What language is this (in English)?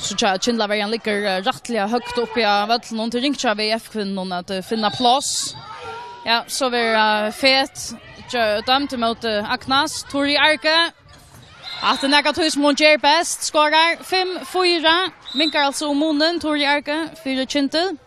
Faroese